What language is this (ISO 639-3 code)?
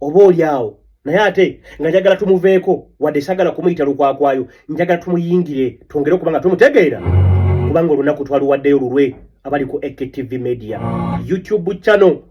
lug